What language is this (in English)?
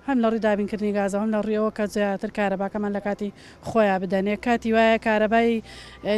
Central Kurdish